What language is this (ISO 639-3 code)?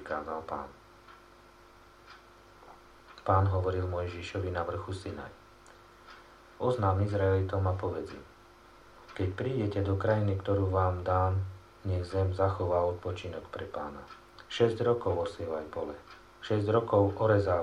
slk